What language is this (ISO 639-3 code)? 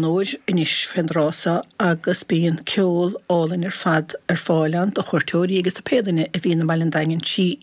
gle